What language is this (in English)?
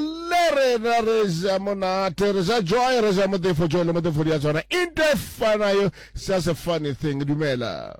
Northern Sotho